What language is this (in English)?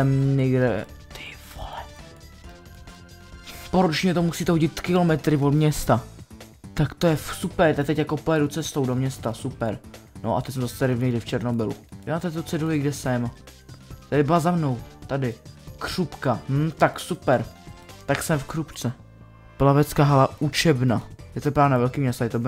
Czech